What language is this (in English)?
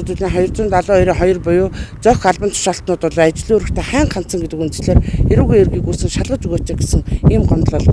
Mongolian